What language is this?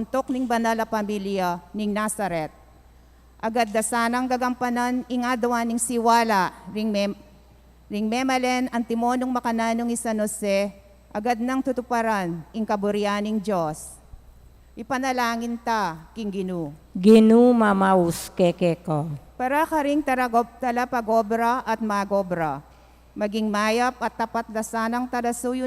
Pampanga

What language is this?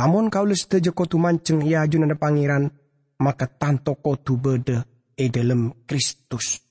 Madurese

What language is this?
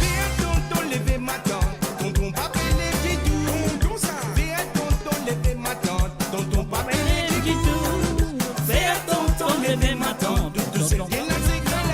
Morisyen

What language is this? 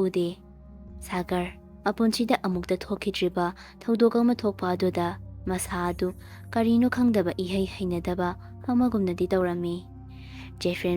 Manipuri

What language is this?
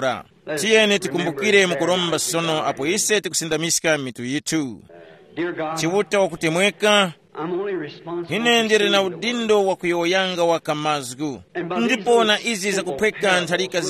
Tumbuka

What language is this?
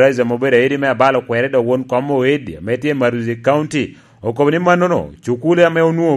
Lango (Uganda)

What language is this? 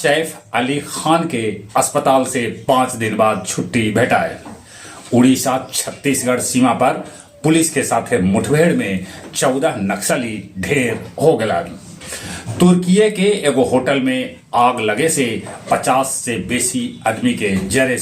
Magahi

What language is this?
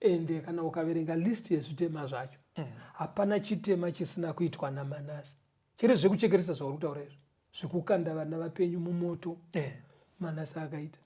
Shona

